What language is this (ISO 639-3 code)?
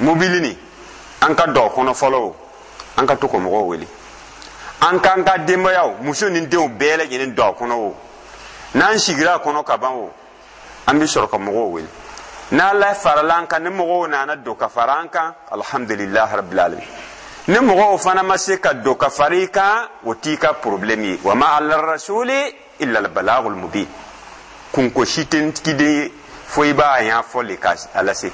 dyu